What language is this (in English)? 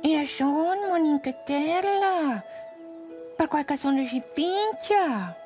Romansh